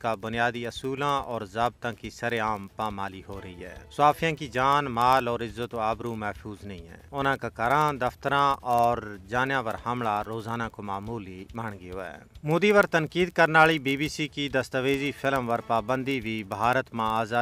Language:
Gujari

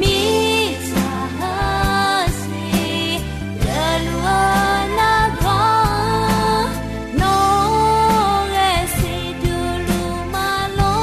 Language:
Akha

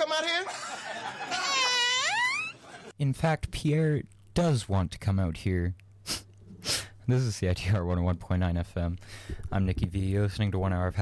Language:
English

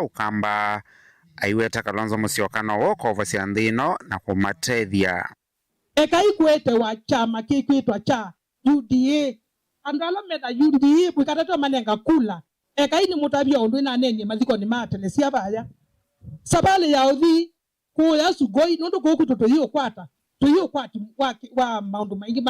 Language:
Kamba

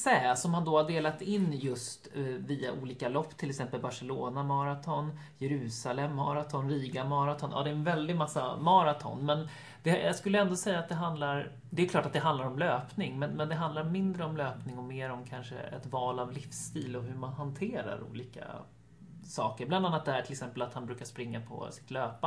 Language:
Swedish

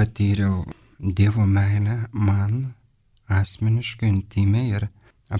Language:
Lithuanian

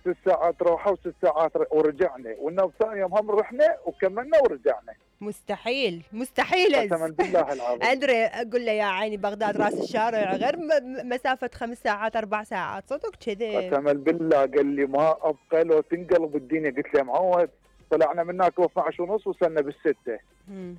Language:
Mesopotamian Arabic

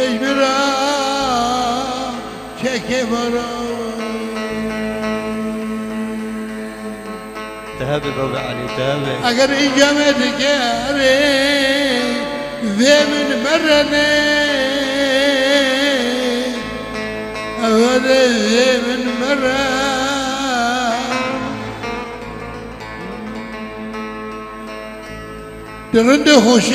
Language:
Persian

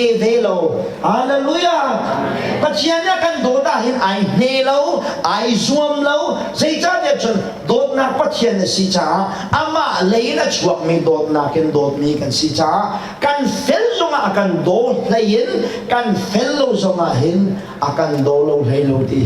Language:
Hakha Chin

